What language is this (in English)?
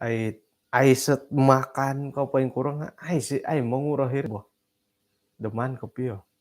Central Dusun